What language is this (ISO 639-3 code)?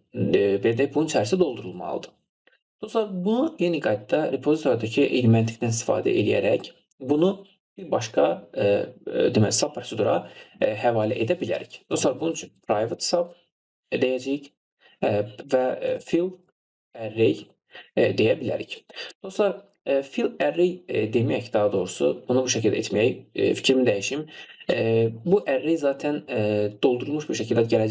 aze